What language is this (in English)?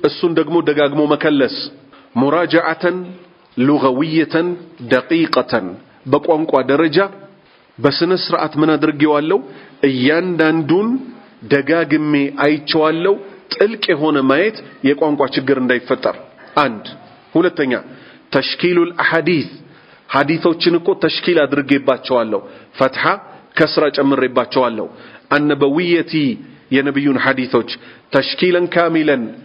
Amharic